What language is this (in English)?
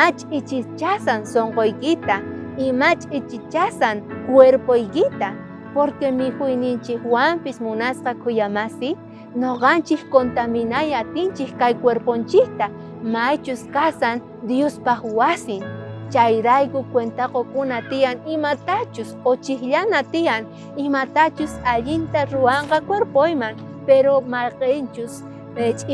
South Bolivian Quechua